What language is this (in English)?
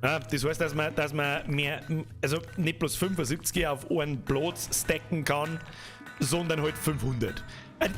Bavarian